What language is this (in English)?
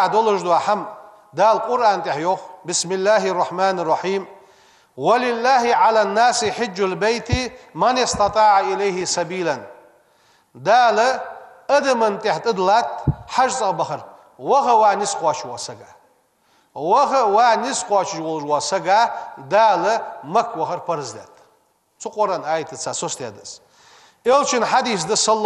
Ingush